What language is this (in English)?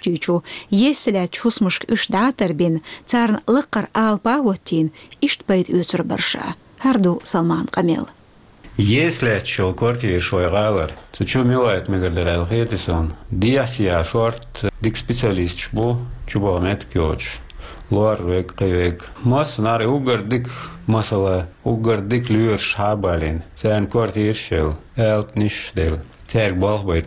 Chechen